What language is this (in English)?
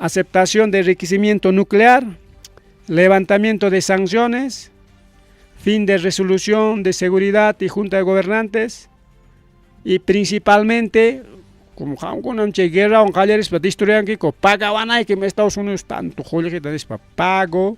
Ayacucho Quechua